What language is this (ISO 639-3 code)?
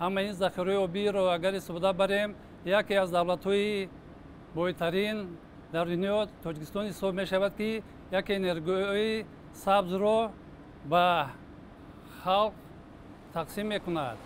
tgk